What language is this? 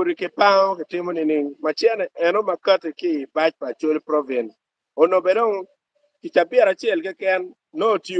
Acoli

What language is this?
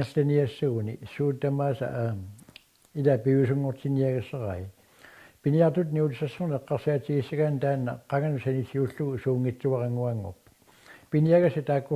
Kalaallisut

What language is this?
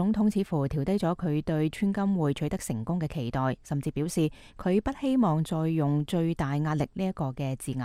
Cantonese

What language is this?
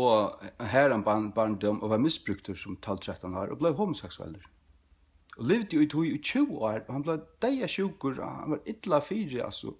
Faroese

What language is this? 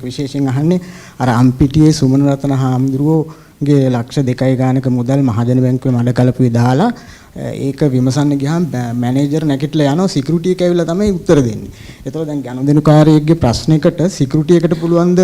Sinhala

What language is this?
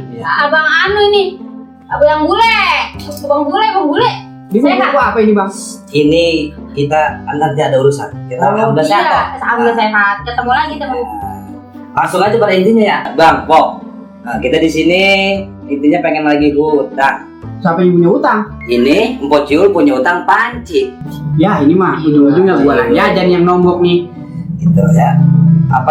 Betawi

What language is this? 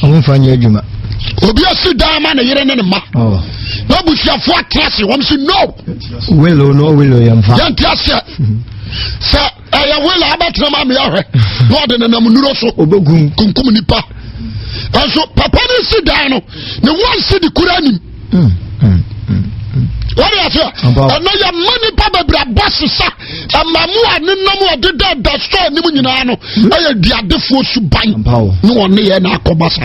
Akan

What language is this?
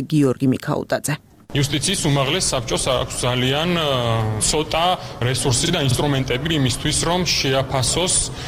Georgian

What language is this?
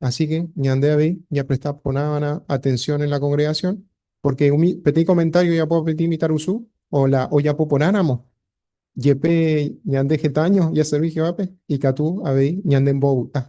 Guarani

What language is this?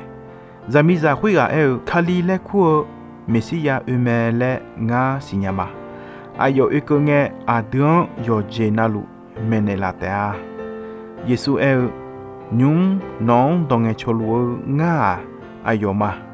Akha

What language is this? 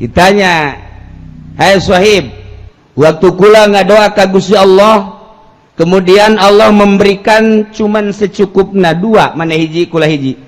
Sundanese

